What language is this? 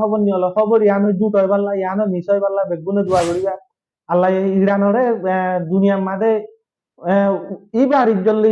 Rohingya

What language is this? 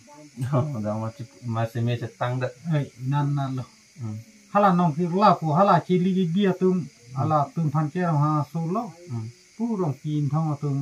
Karbi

